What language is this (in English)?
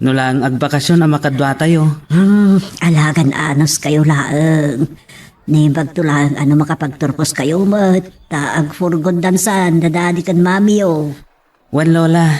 Iloko